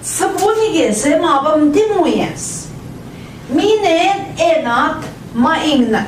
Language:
Central Ojibwa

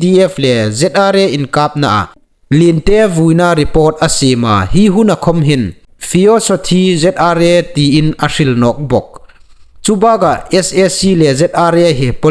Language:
Hmar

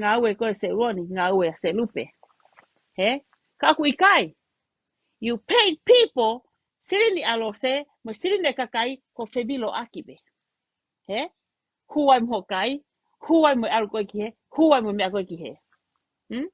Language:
Tongan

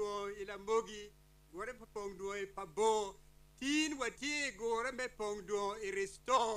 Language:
Acoli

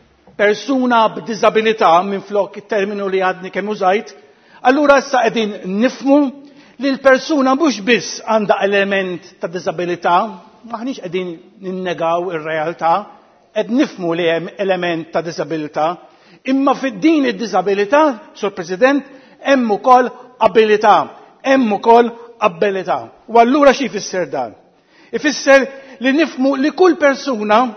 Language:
Maltese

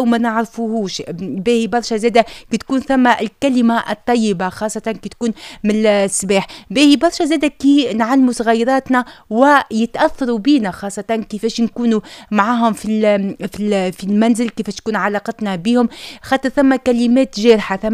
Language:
Tunisian Arabic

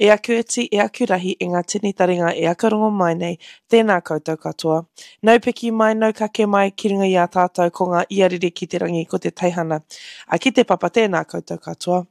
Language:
Māori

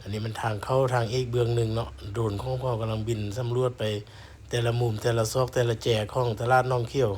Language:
Lao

